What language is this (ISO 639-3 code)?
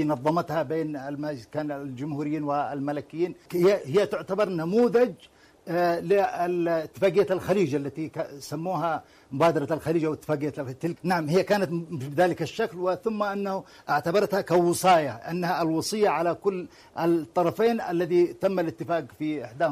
ara